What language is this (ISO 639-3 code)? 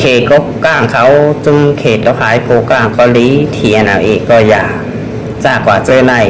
shn